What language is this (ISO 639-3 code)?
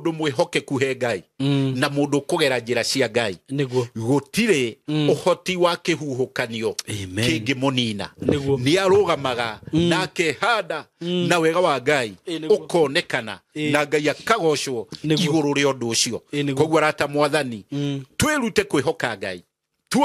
kik